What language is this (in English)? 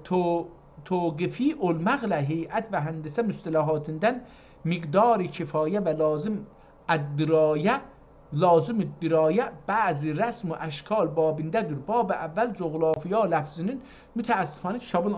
South Azerbaijani